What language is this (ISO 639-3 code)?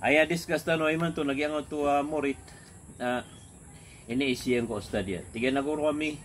mrw